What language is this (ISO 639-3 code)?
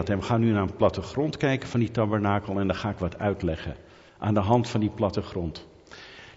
nld